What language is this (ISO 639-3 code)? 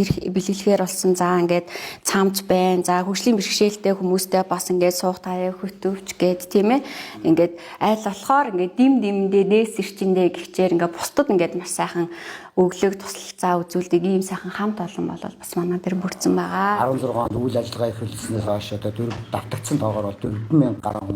mon